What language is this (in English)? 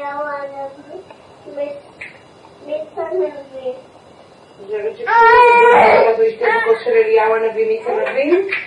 Hebrew